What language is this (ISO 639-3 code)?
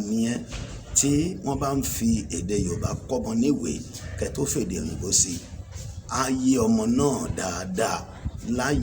yor